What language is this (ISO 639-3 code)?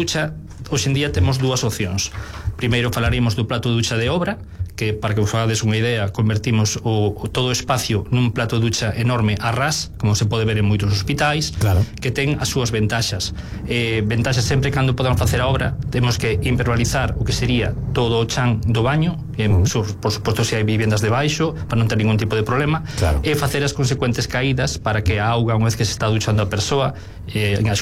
glg